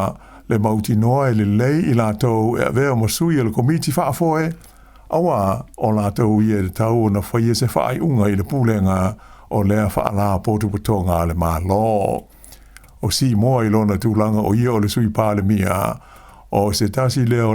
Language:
Samoan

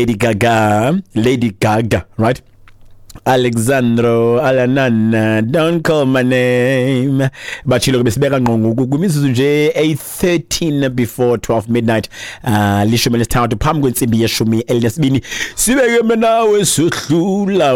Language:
Xhosa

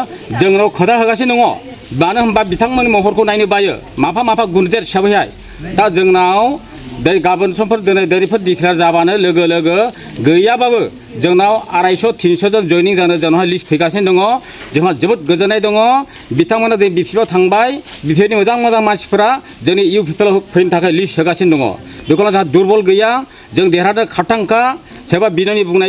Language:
Bodo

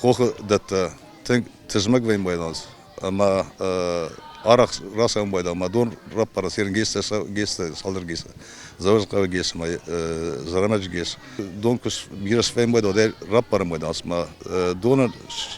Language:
Ossetic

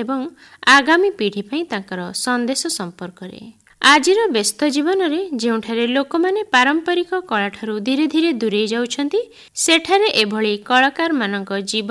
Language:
Odia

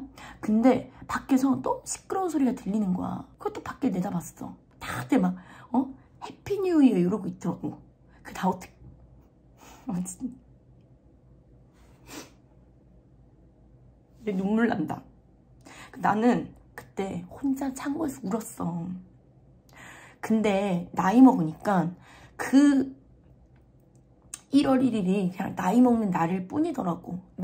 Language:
Korean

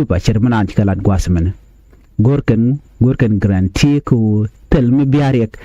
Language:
Nuer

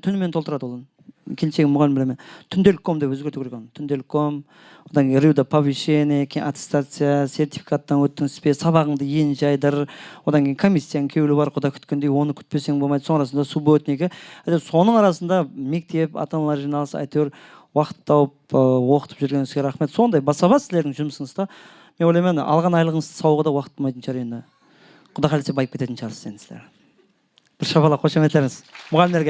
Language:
Kara-Kalpak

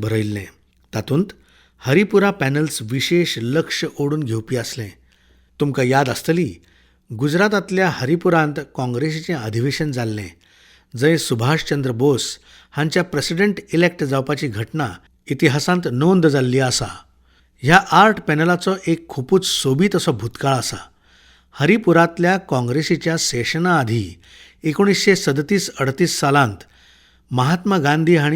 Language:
Konkani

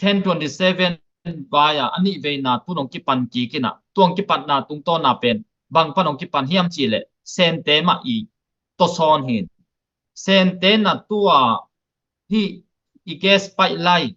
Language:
Tedim Chin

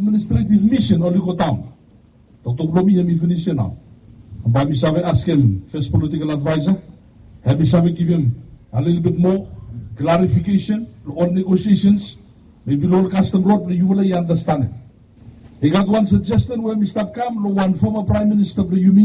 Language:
Bislama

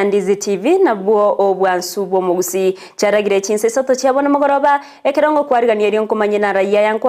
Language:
Gusii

